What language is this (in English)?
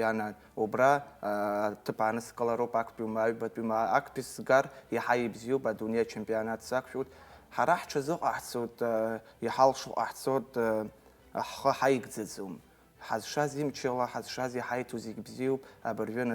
Abkhazian